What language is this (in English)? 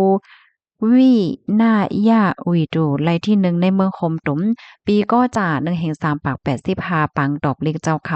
Shan